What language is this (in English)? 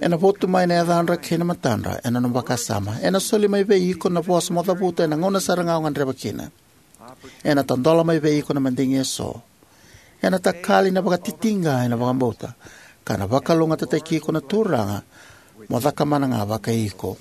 Fijian